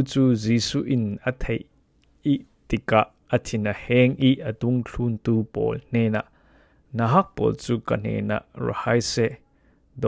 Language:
Falam Chin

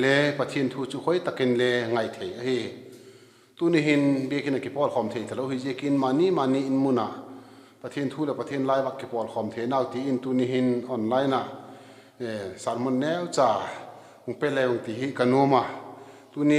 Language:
Vaiphei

